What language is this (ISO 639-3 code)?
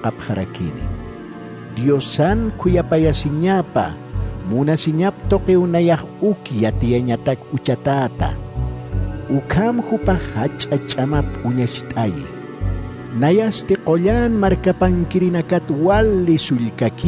aym